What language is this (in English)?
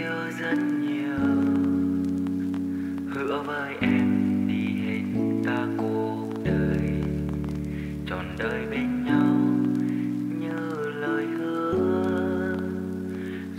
Vietnamese